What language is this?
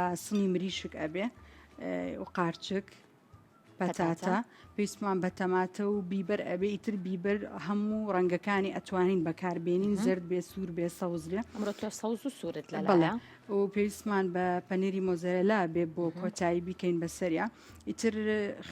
Central Kurdish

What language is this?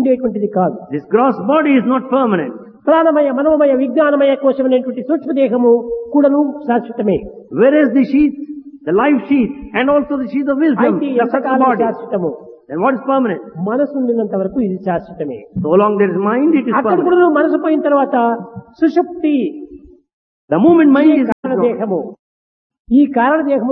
Telugu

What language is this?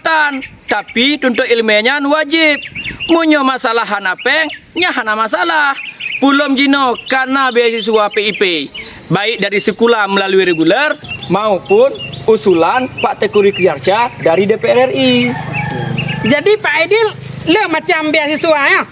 Achinese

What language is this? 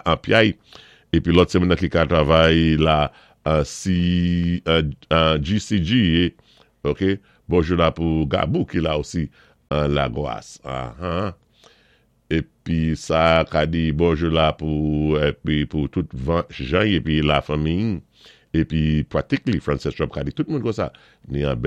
Saint Lucian Creole French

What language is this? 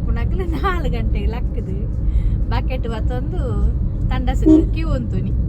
Tulu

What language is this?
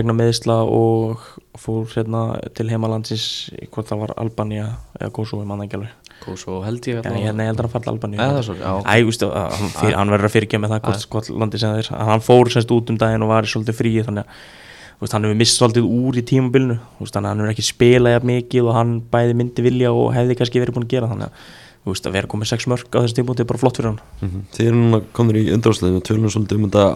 Icelandic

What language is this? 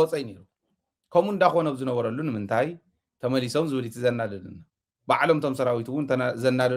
Tigrinya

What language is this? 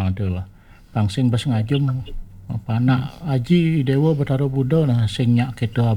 Balinese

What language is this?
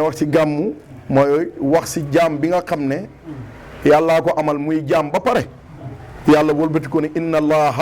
Wolof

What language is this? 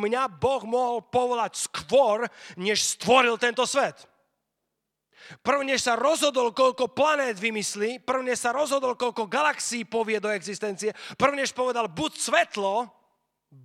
Slovak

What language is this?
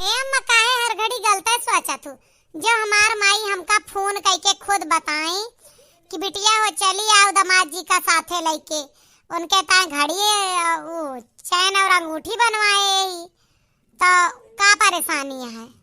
Awadhi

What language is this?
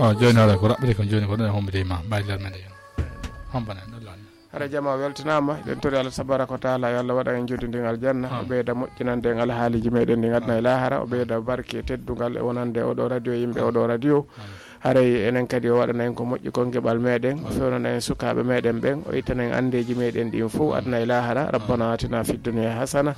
Fula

